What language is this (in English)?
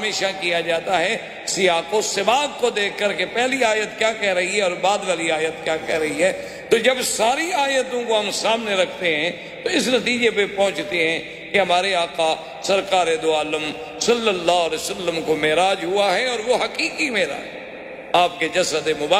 Urdu